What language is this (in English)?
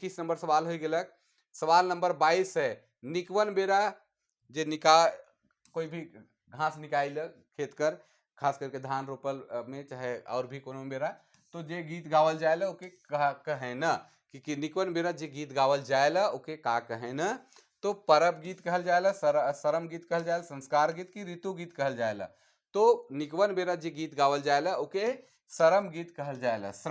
Sadri